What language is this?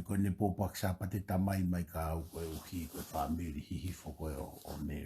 Tongan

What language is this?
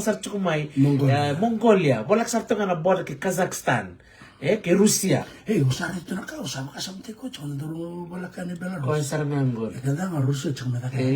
Fijian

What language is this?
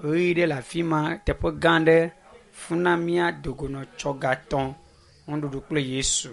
Ewe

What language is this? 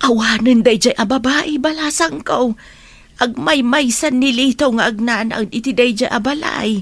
Iloko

